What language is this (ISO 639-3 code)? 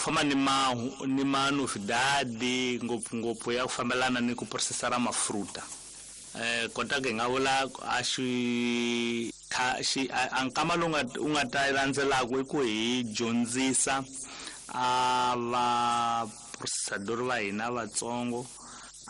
tso